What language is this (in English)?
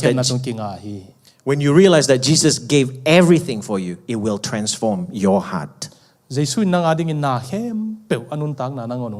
Tedim Chin